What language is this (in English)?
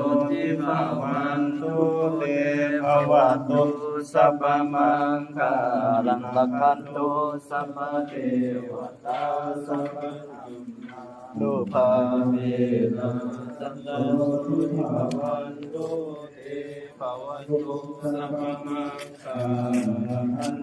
Pali